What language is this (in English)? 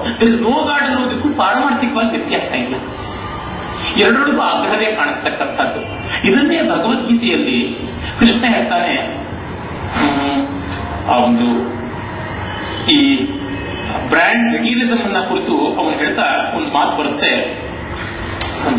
Kannada